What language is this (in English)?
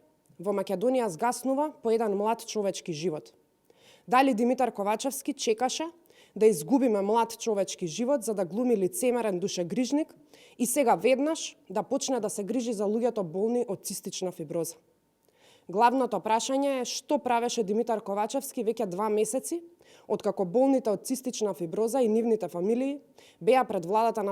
Macedonian